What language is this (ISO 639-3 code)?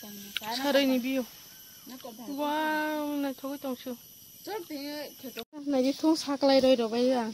trp